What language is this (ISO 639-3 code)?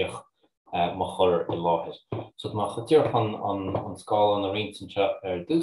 gle